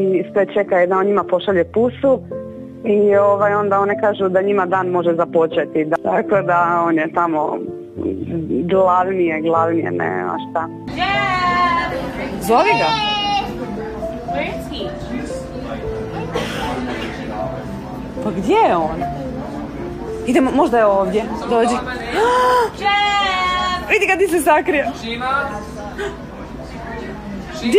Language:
Croatian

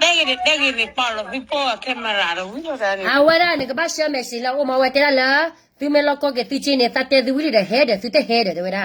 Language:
S'gaw Karen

